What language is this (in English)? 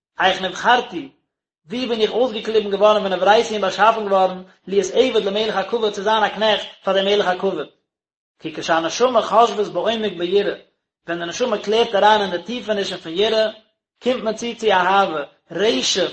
Yiddish